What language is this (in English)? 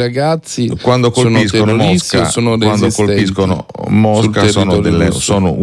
Italian